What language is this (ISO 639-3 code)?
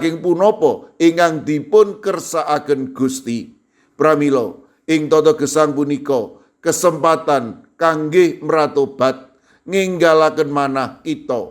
jav